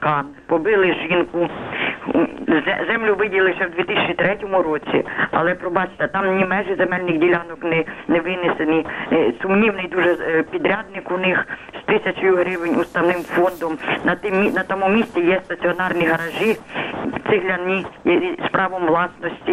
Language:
Ukrainian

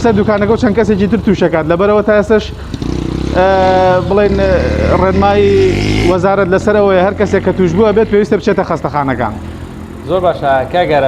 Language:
Central Kurdish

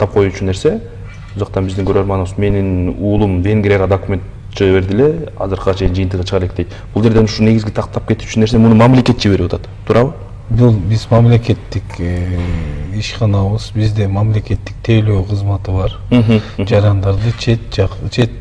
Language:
Kyrgyz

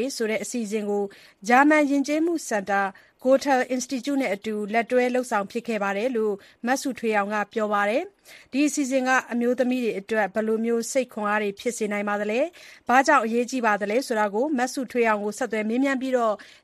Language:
Burmese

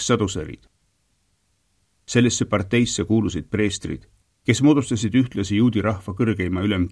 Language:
Estonian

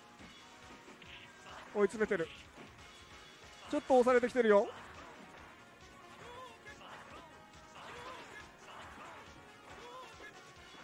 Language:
Japanese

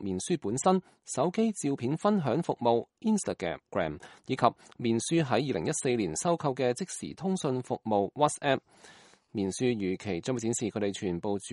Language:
Cantonese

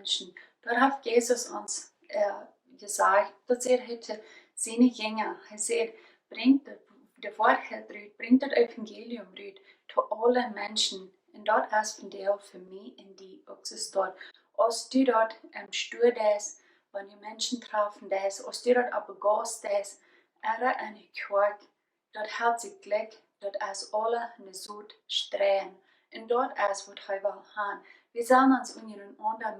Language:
Plautdietsch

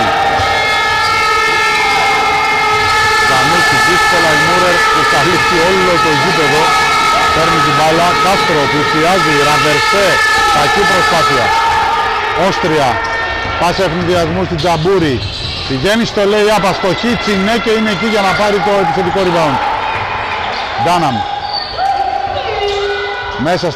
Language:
Greek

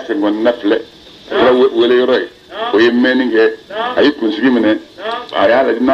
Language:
Bambara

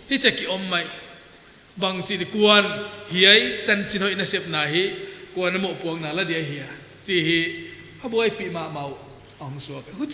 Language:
Paite Chin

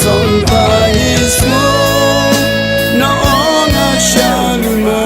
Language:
Akha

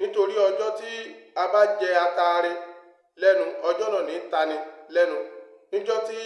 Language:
Yoruba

